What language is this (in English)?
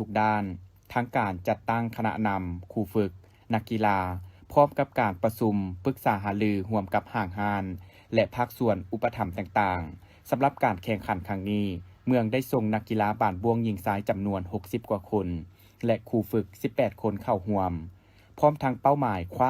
Lao